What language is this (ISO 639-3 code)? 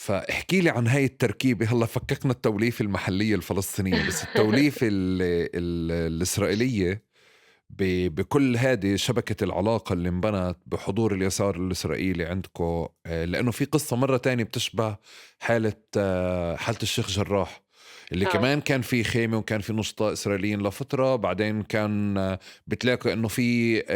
apc